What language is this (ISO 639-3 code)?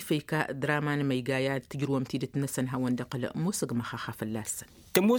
taq